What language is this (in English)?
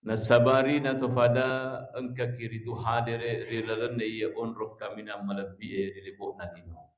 Buginese